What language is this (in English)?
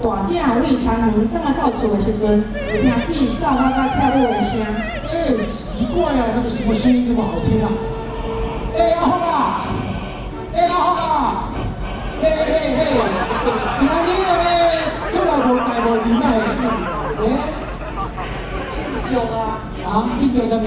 Min Nan Chinese